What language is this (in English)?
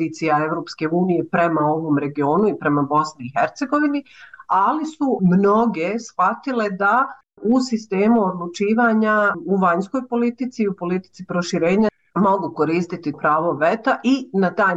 Bosnian